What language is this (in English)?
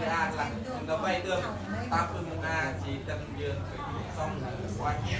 Central Mnong